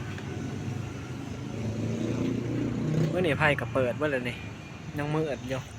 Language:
Lao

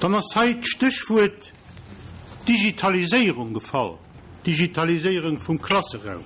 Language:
Luxembourgish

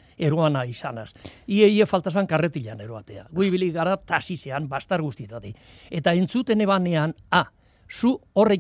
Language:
Basque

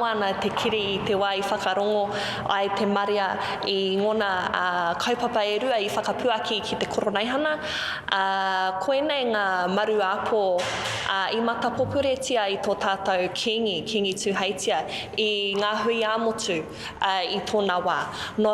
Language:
Māori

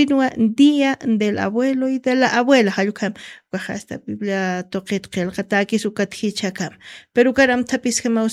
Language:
Aymara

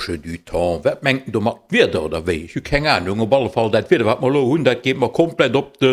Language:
Luxembourgish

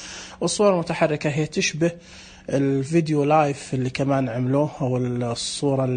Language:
Najdi Arabic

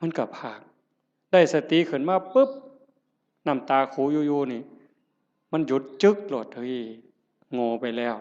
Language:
Northeastern Thai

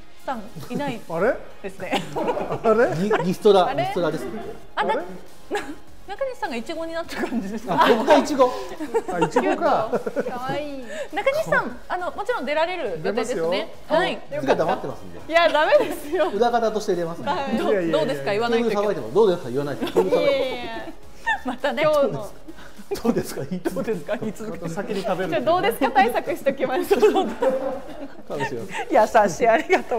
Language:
Japanese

